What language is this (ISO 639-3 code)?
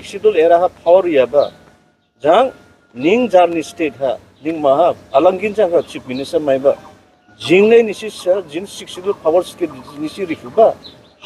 dis